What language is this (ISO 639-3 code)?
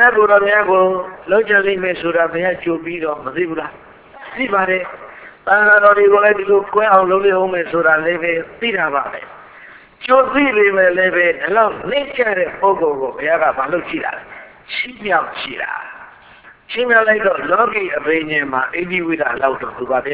mya